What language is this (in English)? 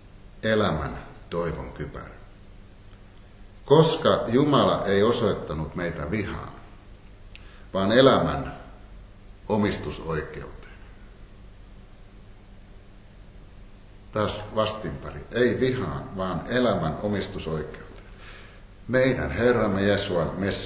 Finnish